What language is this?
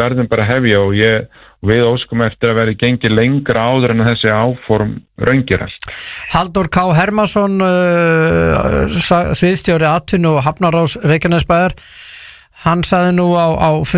Icelandic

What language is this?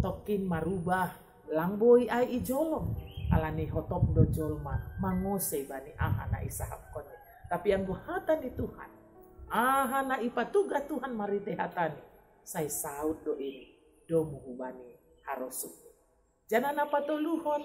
Batak Simalungun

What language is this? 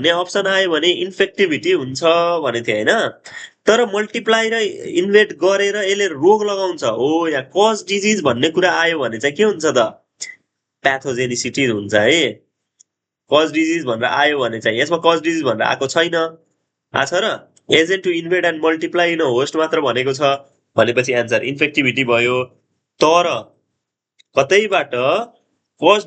Nepali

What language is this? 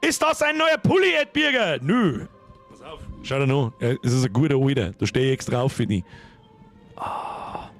Bavarian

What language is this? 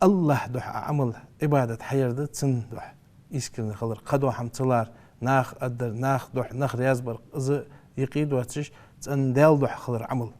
Ingush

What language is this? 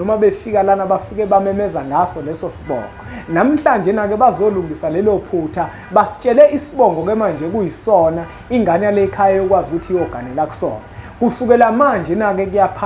Zulu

